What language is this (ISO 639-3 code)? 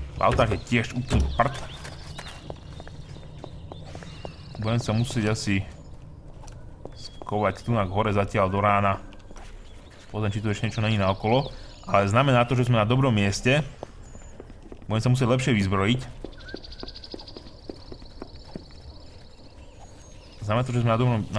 slk